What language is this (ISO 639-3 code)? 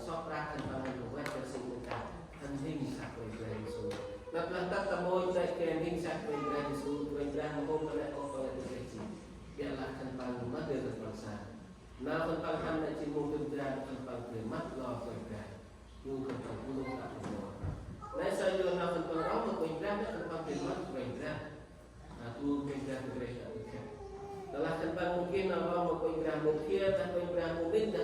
cmo